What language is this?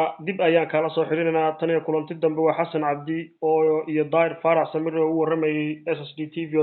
Somali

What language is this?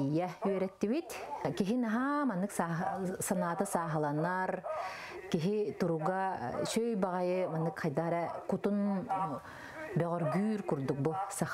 Yakut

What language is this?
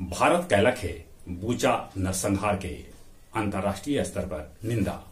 Magahi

